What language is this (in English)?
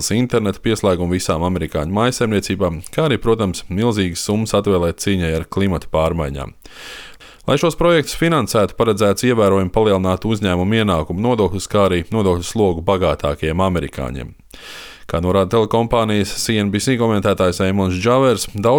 Latvian